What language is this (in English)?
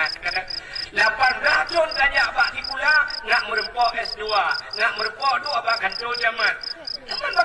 Achinese